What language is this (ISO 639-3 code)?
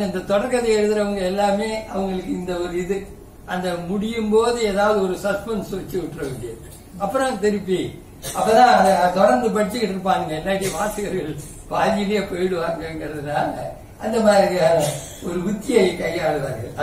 tam